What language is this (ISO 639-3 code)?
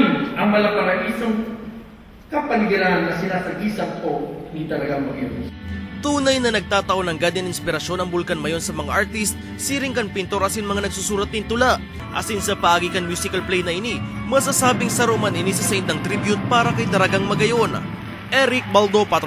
bik